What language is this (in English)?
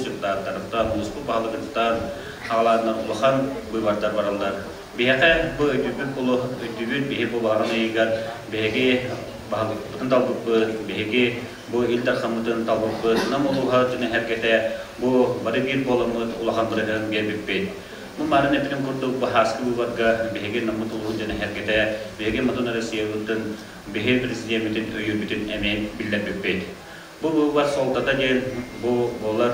Yakut